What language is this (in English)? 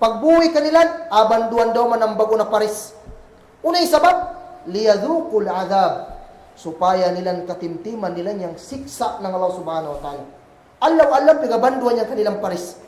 Kagan Kalagan